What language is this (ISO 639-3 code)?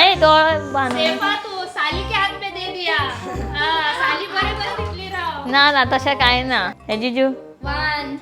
kok